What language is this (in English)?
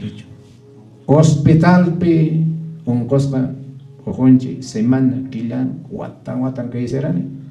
Quechua